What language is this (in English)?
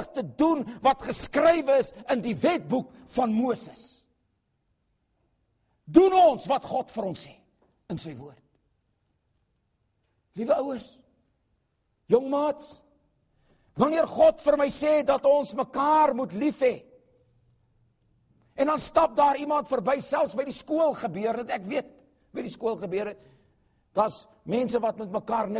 Afrikaans